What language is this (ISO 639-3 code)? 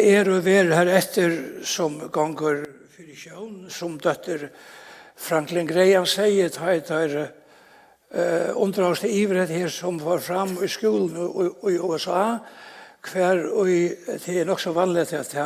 fao